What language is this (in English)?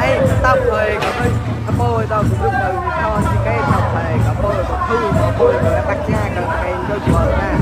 Mon